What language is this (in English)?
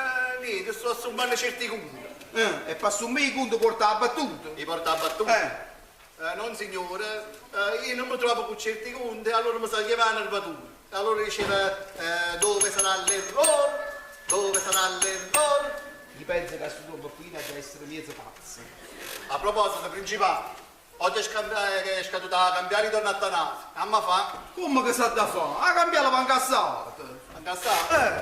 Neapolitan